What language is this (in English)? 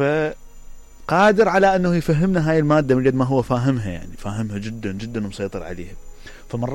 Mesopotamian Arabic